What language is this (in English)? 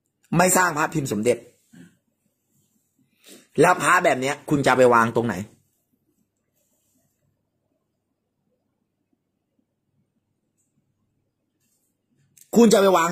Thai